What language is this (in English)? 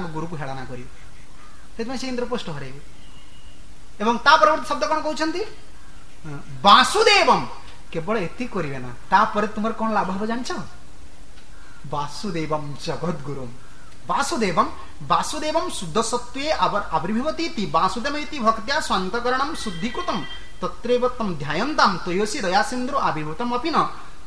Odia